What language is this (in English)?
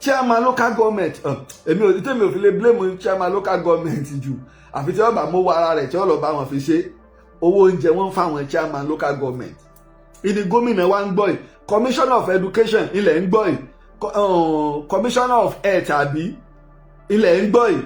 Yoruba